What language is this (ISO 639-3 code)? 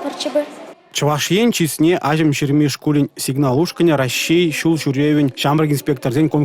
chv